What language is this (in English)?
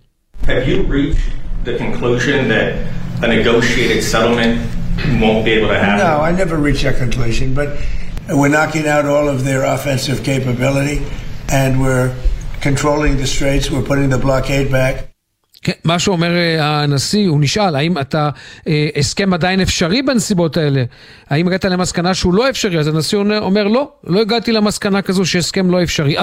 Hebrew